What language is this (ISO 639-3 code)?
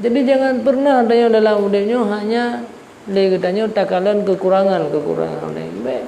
ace